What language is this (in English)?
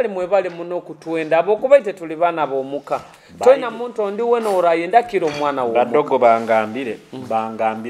Nyoro